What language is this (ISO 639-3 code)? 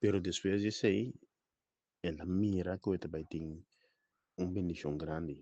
pap